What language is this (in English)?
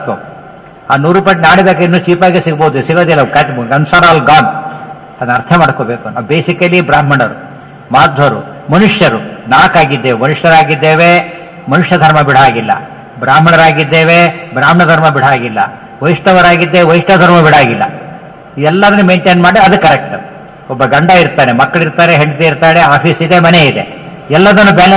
Kannada